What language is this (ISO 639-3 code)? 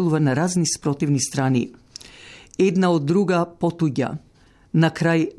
mkd